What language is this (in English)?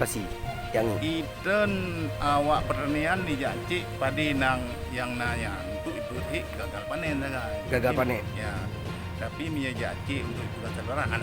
Achinese